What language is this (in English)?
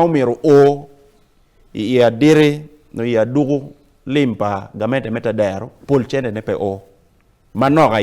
Acoli